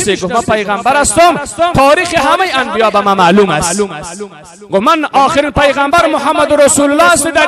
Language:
Persian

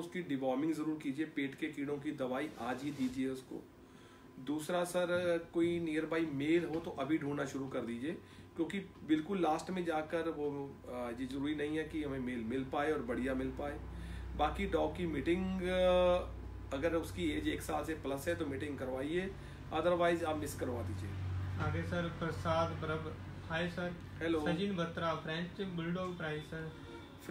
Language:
Hindi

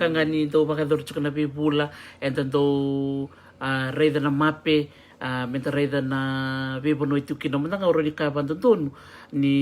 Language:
Fijian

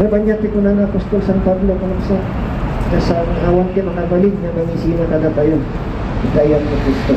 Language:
Iloko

